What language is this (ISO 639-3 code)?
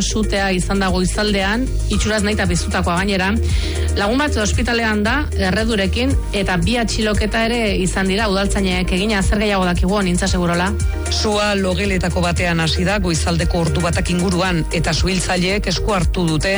eus